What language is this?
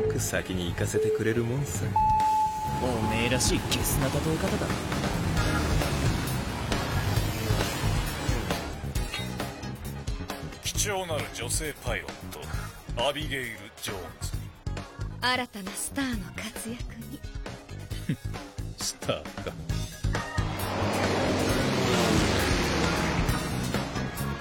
Japanese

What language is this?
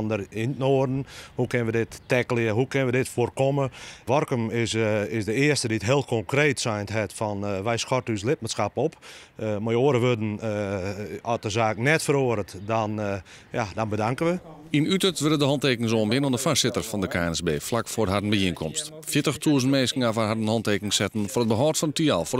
Western Frisian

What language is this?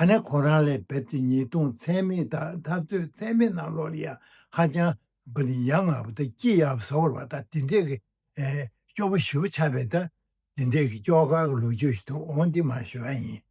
Tibetan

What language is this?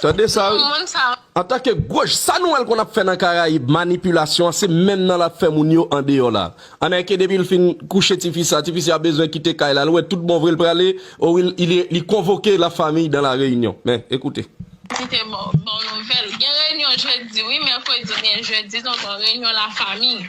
Haitian Creole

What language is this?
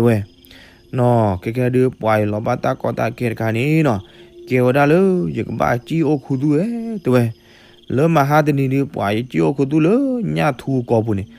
S'gaw Karen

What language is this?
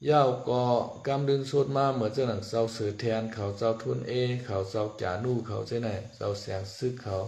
Shan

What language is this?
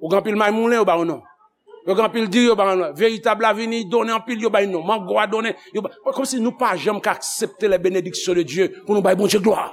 Haitian Creole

